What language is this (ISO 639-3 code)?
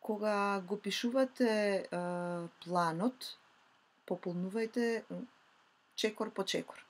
mkd